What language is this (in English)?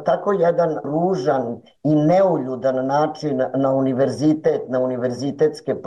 Serbian